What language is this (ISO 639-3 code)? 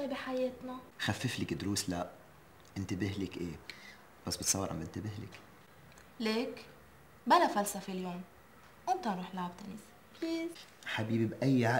apc